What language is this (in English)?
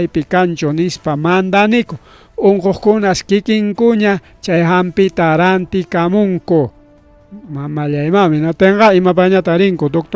Ayacucho Quechua